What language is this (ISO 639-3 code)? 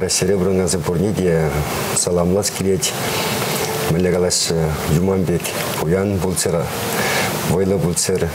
chv